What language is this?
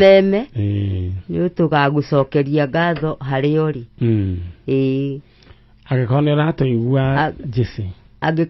Kikuyu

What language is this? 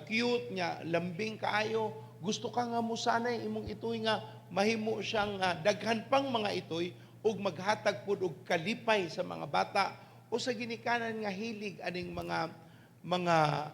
Cebuano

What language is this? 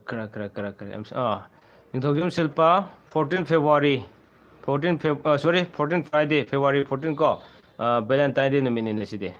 Manipuri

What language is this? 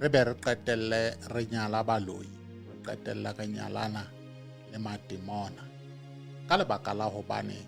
Southern Sotho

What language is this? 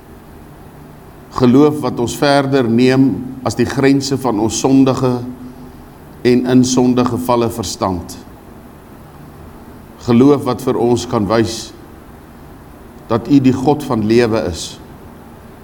Afrikaans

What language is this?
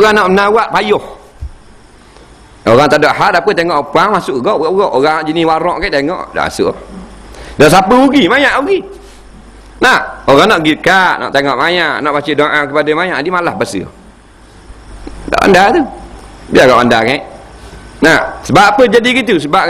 Malay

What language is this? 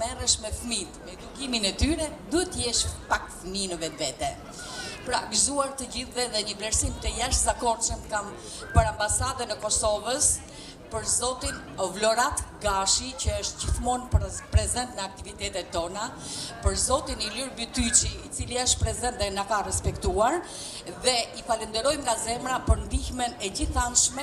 Albanian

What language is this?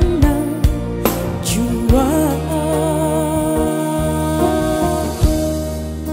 Indonesian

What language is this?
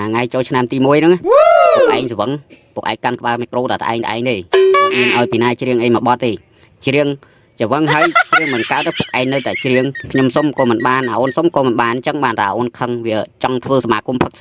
Khmer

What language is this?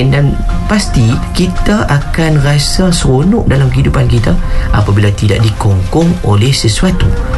Malay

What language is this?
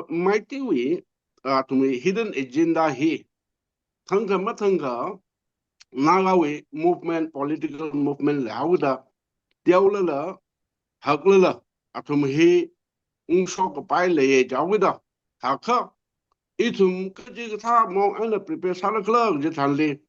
Tangkhul Naga (India)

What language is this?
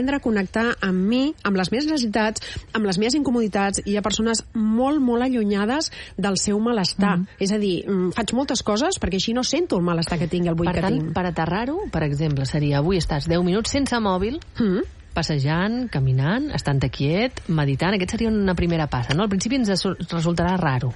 Catalan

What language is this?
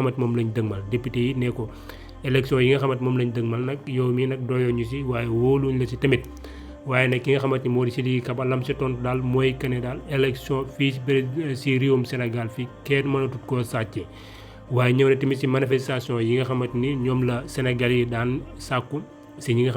Wolof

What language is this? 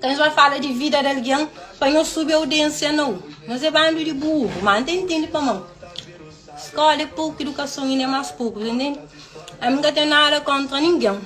Kabuverdianu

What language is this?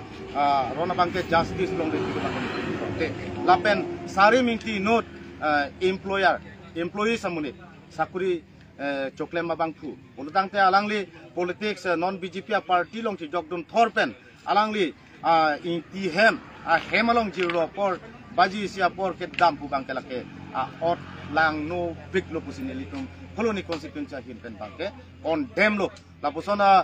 Karbi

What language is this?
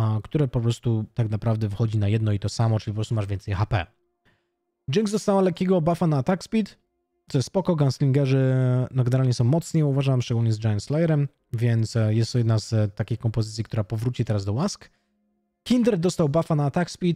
Polish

